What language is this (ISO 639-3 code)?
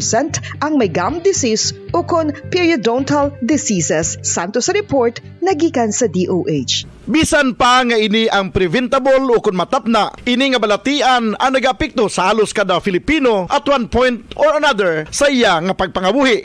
hil